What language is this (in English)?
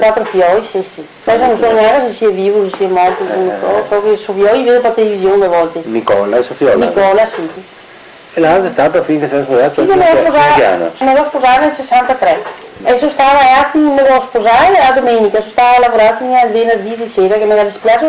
Venetian